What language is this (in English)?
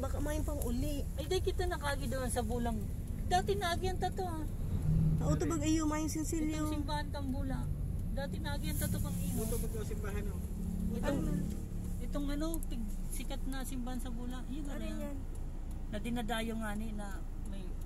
Bikol